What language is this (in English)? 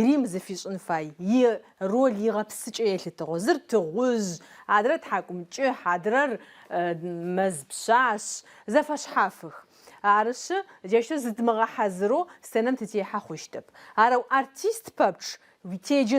Adyghe